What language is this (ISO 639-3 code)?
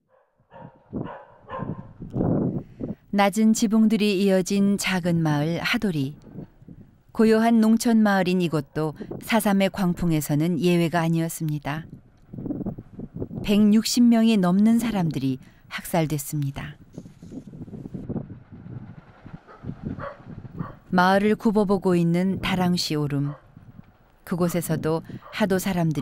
kor